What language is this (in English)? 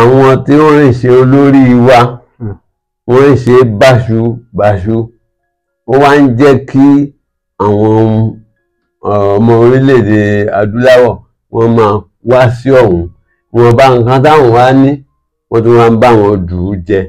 Yoruba